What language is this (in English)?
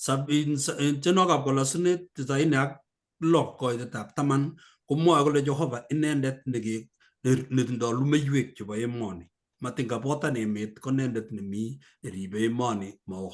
Kalenjin